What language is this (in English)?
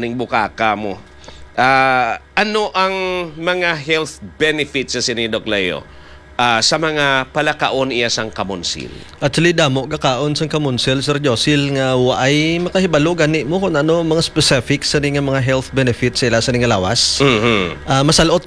Hiligaynon